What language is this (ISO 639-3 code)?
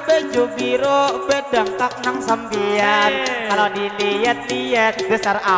bjn